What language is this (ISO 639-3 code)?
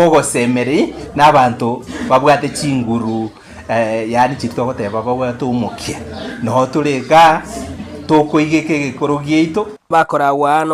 guz